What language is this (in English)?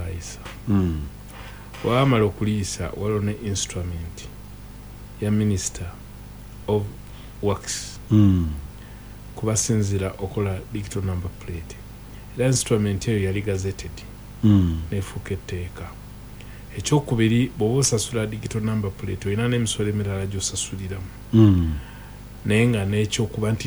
Ganda